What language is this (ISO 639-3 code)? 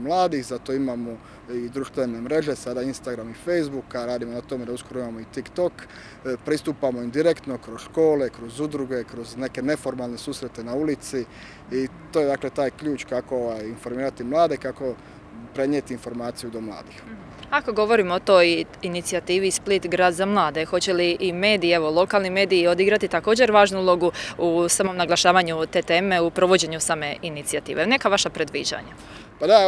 hrv